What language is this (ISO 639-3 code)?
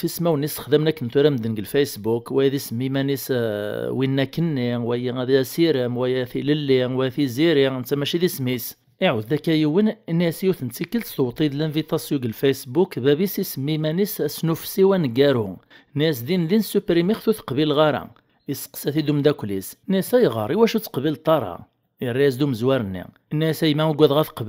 kab